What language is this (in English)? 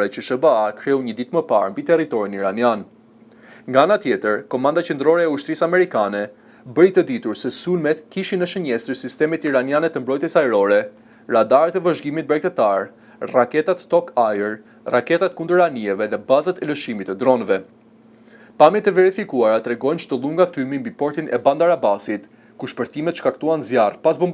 Albanian